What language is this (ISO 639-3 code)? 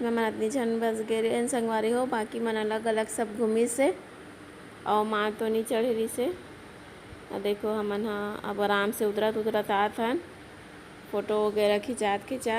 hne